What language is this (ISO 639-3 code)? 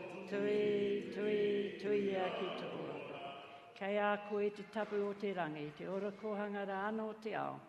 mri